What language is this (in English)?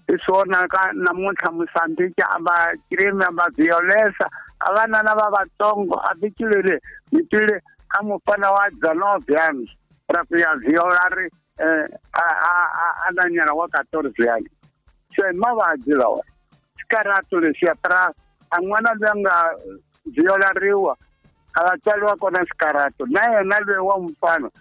Tsonga